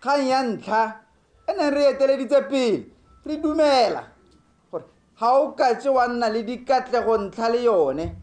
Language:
Tswana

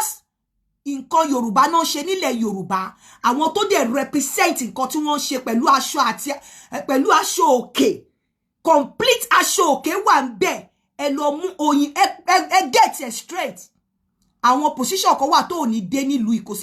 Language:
Yoruba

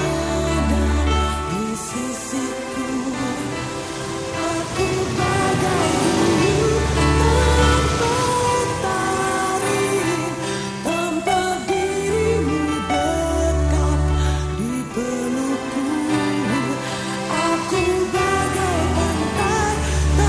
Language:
Indonesian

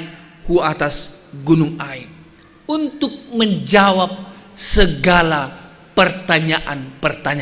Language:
Batak Simalungun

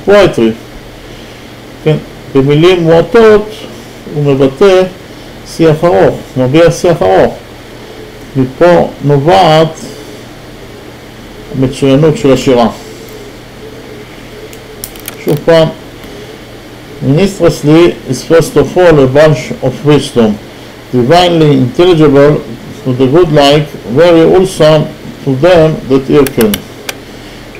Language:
Hebrew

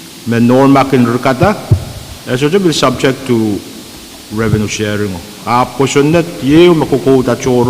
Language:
Pohnpeian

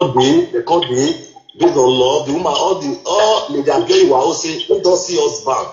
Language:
Nigerian Pidgin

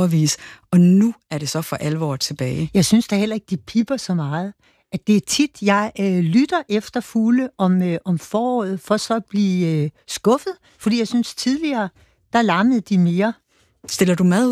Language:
Danish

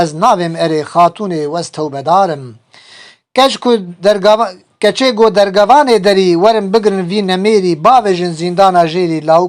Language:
Kurdish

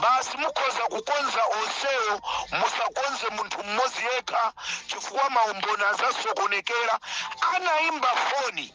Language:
Nyanja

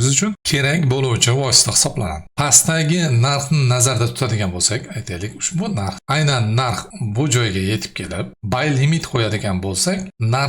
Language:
Uzbek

